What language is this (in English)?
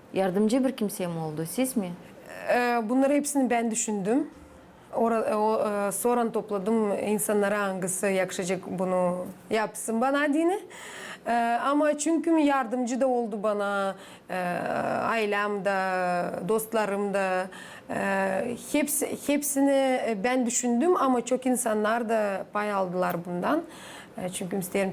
Gagauz